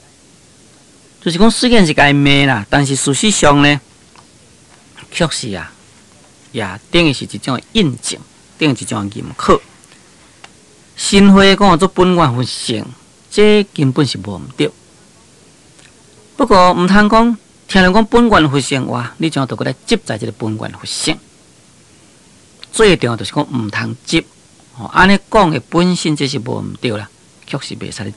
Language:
Min Nan Chinese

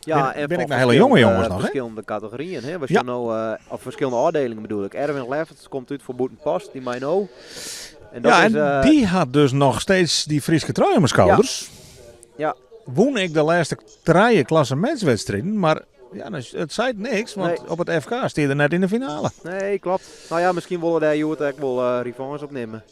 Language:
Western Frisian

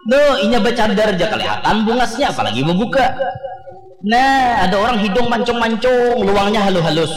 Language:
Banjar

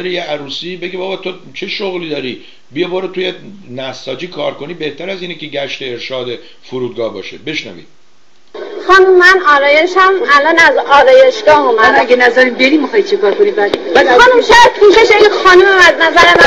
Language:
Persian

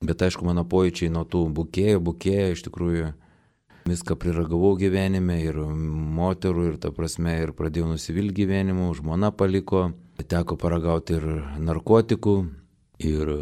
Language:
Lithuanian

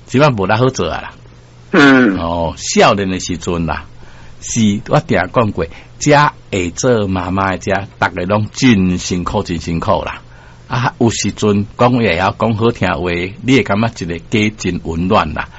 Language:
Min Nan Chinese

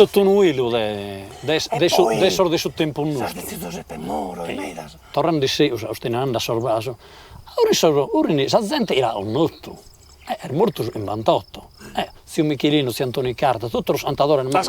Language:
Sardinian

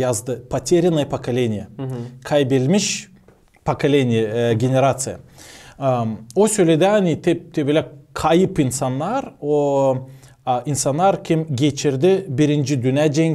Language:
Gagauz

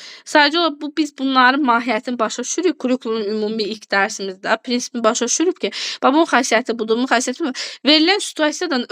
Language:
Azerbaijani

